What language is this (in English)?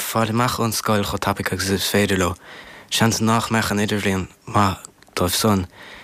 Irish